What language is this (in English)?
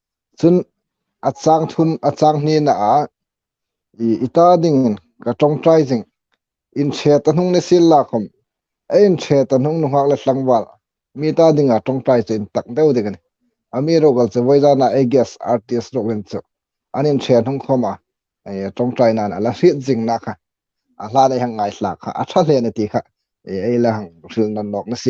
Hmar